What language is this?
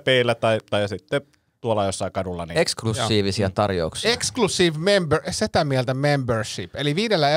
Finnish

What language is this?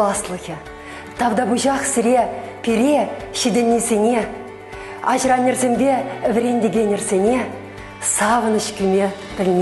Chuvash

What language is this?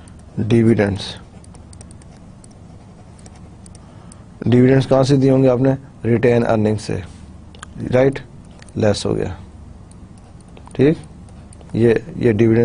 Urdu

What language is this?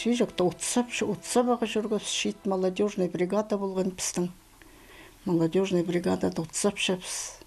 Khakas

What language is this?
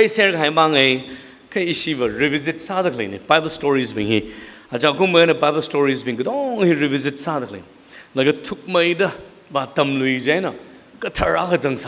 Tangkhul Naga (India)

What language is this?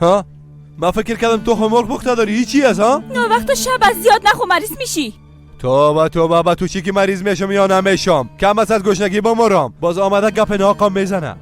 Persian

